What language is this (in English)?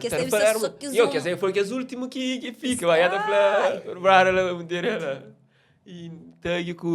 Kabuverdianu